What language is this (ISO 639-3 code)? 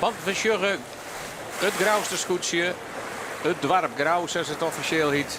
fry